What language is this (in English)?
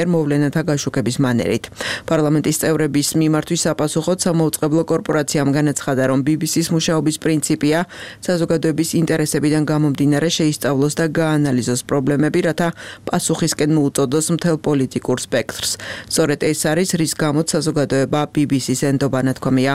Georgian